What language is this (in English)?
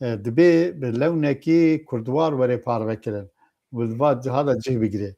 Kurdish